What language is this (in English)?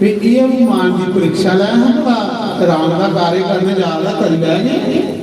Dogri